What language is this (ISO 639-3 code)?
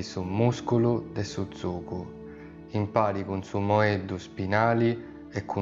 srd